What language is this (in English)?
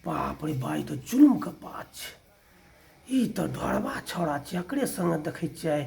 Maithili